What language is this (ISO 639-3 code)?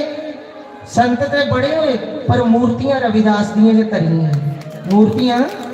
doi